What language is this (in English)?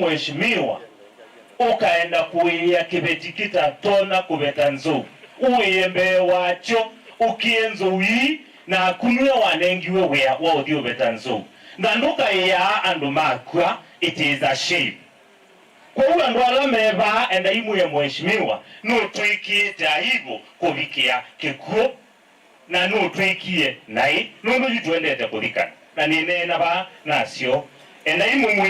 Kamba